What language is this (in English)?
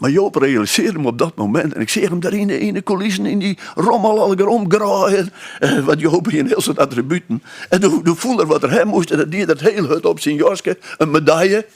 Western Frisian